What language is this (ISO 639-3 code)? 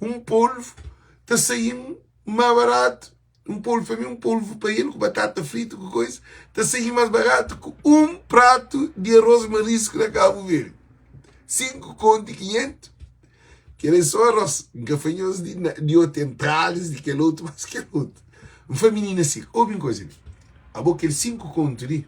kea